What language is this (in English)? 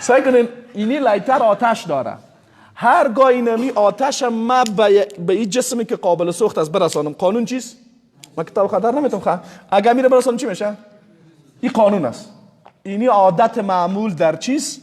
Persian